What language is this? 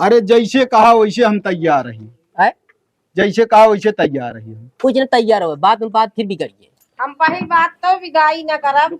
Awadhi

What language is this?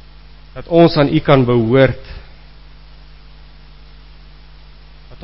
Afrikaans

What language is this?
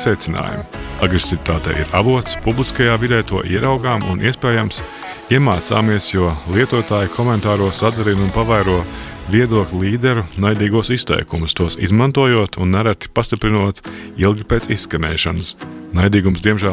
Latvian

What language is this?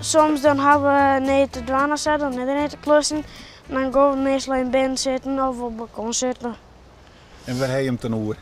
Western Frisian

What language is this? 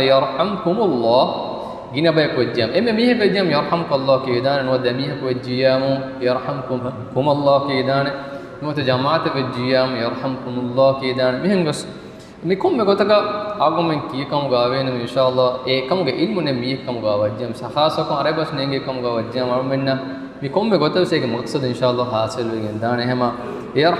Divehi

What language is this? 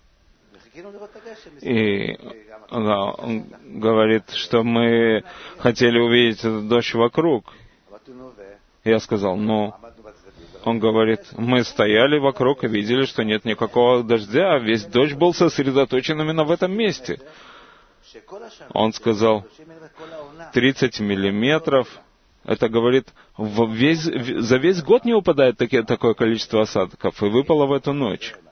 Russian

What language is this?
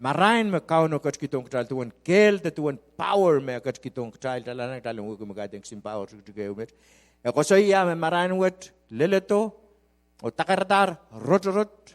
Pohnpeian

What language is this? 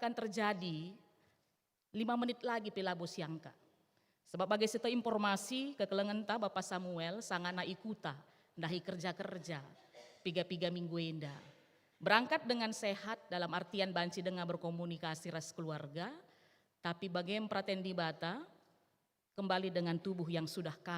Batak Karo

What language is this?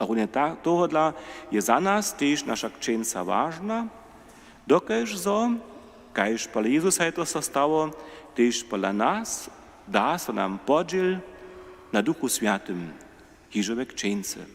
Upper Sorbian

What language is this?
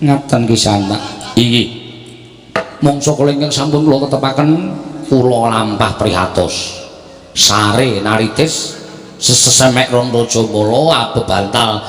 Javanese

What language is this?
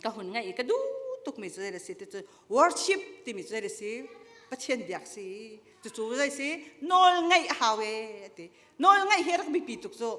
Hakha Chin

